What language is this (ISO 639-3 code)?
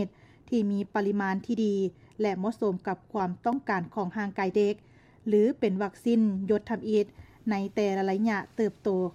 lao